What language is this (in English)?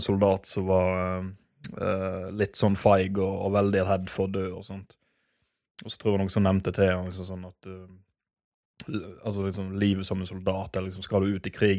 Norwegian